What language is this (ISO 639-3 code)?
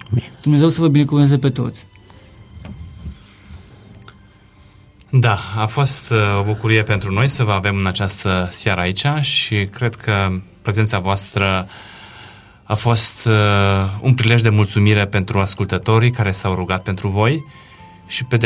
ron